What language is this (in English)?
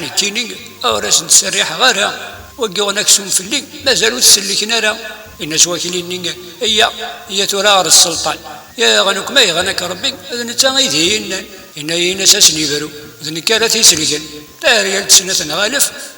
Kabyle